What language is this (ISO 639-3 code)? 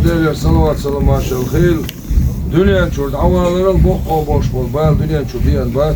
inh